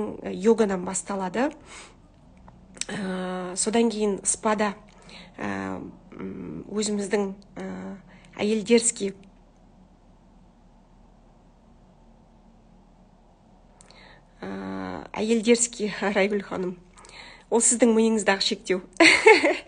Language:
Kazakh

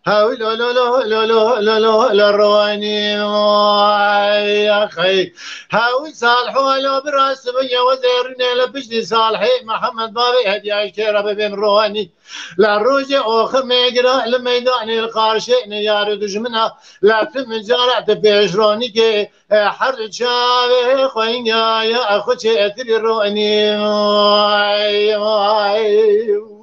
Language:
Kurdish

